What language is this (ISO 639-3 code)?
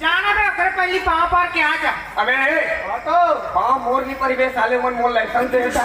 hne